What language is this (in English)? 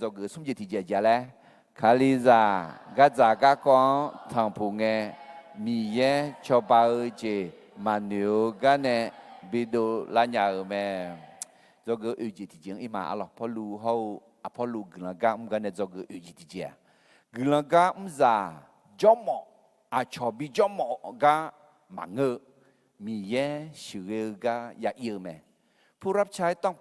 Akha